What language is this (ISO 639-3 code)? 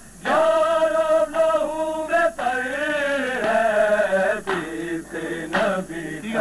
urd